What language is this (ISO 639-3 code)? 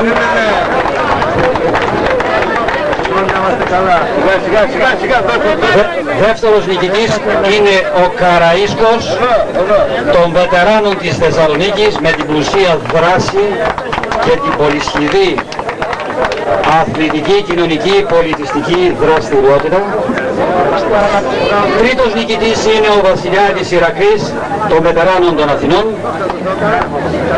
ell